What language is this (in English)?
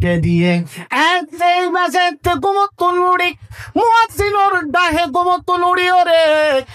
Rohingya